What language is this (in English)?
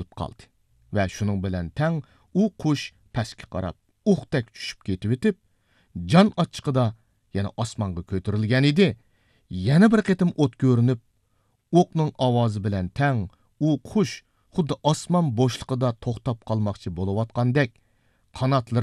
Uyghur